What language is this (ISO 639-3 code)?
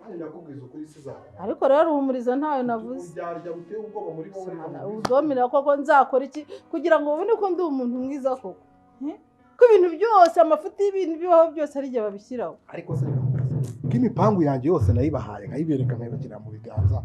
kin